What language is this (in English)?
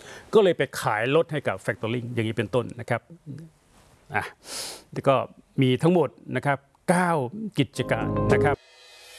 Thai